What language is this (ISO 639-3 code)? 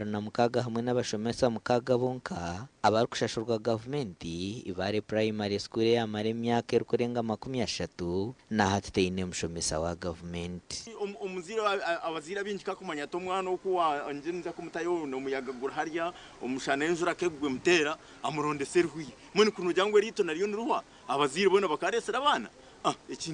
nyn